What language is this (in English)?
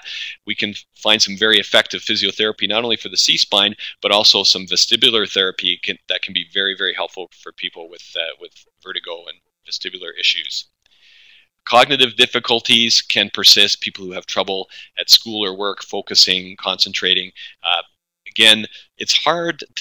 English